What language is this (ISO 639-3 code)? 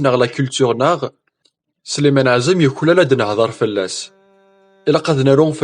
kab